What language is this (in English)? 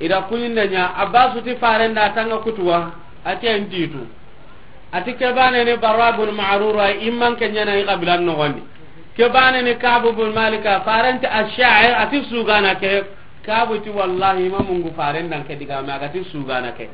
Soninke